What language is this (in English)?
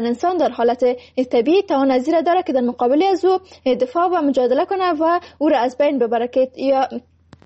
Persian